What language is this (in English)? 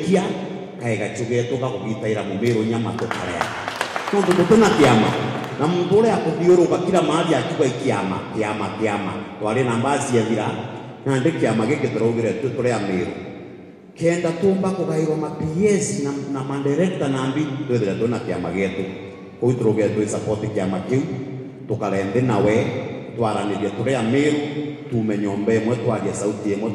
Meru